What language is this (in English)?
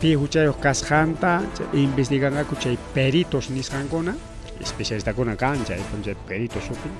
Ayacucho Quechua